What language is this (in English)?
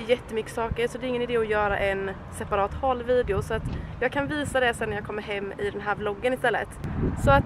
Swedish